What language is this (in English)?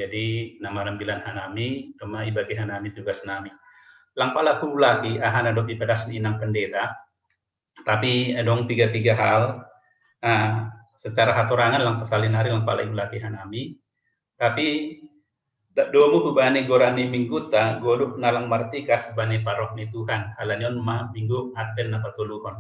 Batak Simalungun